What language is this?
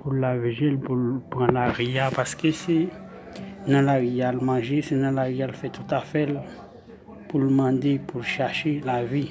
Haitian Creole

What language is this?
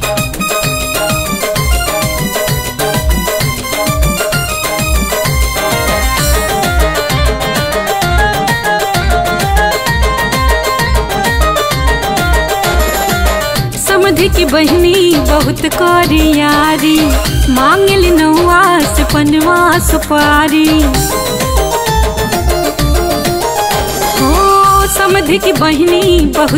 Bhojpuri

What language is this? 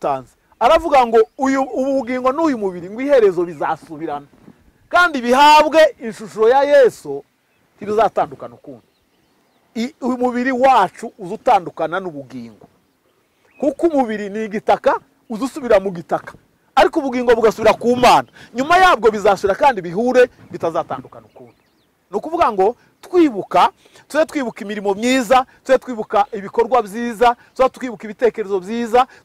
Kinyarwanda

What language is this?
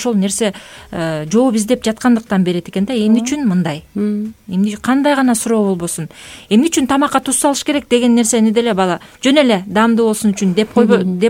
Kyrgyz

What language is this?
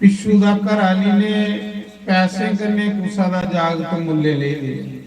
Dogri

